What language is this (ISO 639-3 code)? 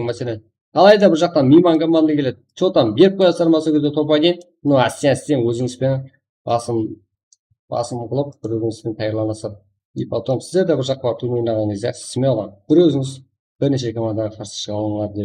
kaa